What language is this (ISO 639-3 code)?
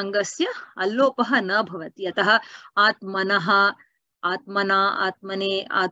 san